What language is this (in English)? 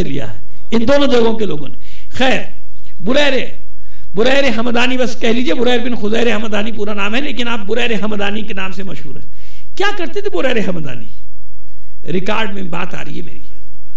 Hindi